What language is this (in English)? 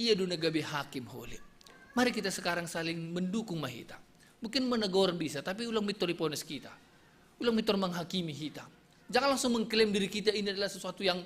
Batak Simalungun